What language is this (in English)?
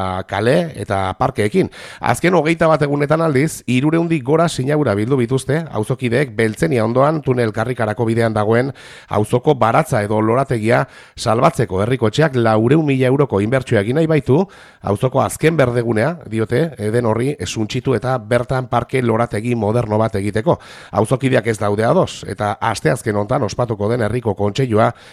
Basque